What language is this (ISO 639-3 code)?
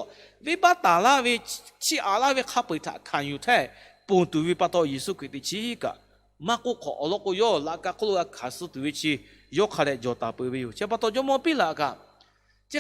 lhu